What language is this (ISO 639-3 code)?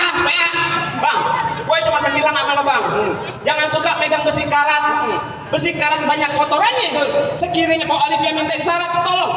bew